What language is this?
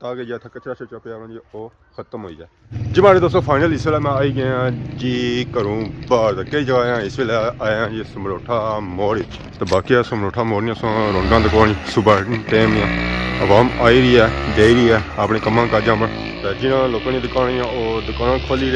Pahari-Potwari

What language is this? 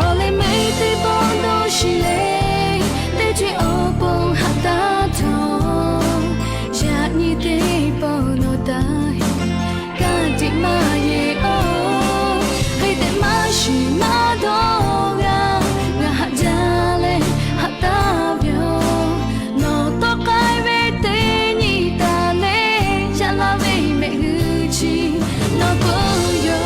Lahu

